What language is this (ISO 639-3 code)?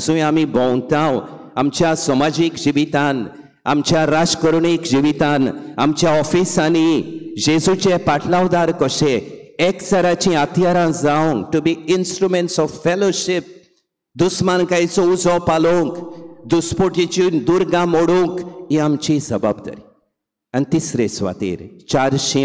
kok